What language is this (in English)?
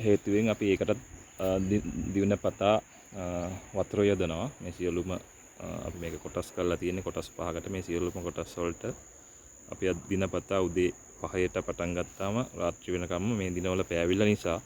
Sinhala